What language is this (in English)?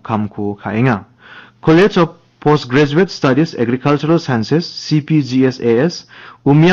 Garo